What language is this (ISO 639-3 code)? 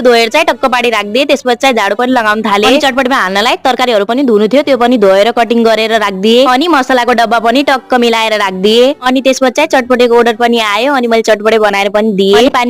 nep